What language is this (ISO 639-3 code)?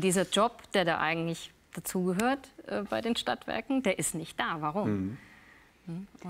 deu